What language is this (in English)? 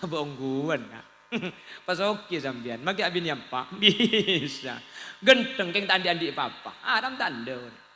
Madurese